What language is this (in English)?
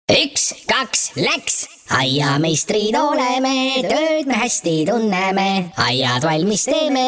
Estonian